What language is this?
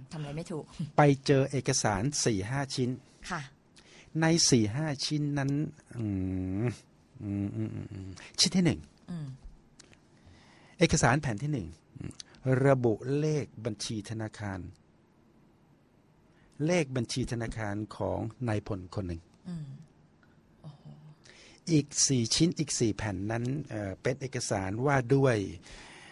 Thai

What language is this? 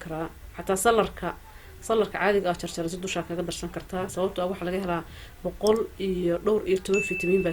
Somali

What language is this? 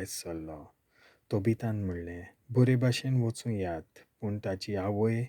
Konkani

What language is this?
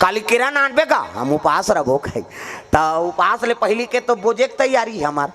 Chhattisgarhi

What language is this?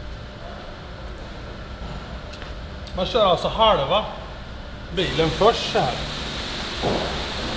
Swedish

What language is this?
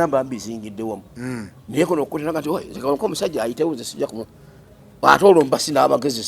Ganda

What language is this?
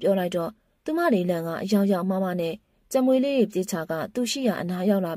Burmese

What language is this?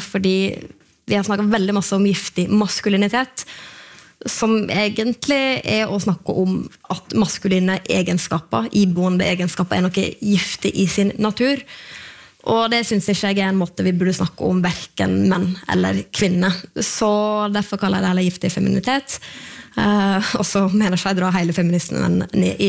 Norwegian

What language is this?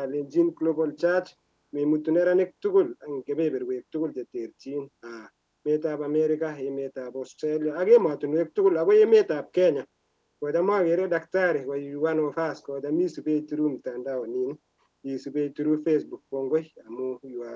Kalenjin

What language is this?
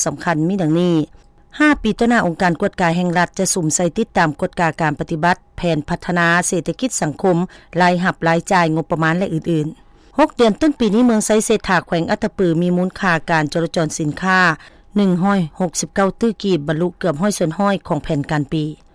Lao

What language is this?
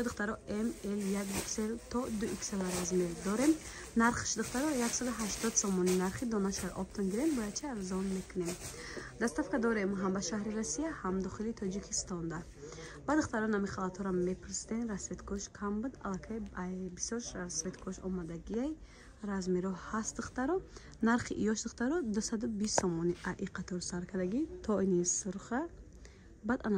Tajik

